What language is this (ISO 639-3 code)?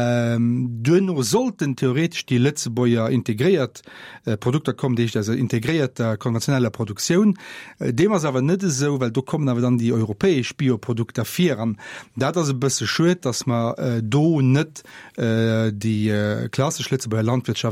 ltz